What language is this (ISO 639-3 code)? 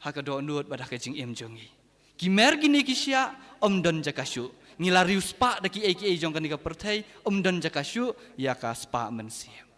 kha